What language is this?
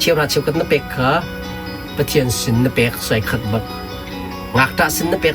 Hakha Chin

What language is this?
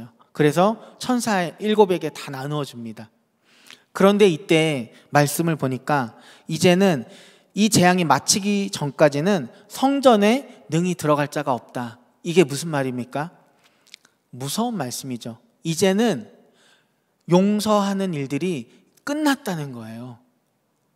Korean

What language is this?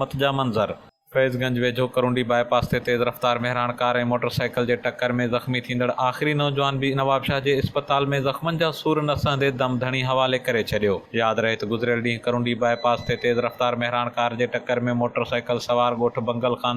Sindhi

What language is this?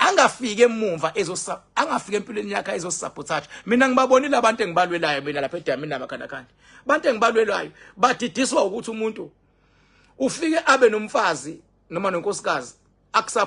Zulu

